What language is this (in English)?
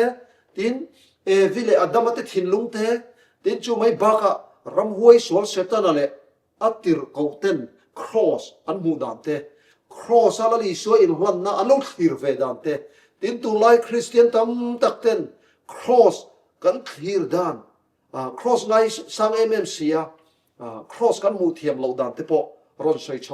Mizo